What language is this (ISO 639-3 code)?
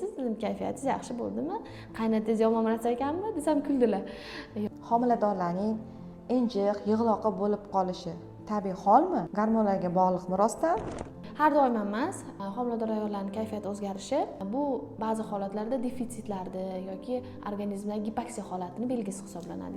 uzb